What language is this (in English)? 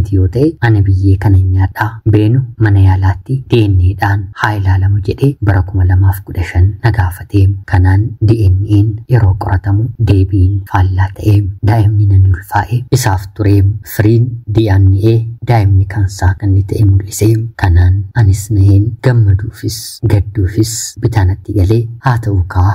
Oromo